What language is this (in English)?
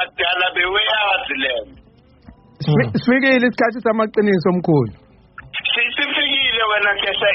Zulu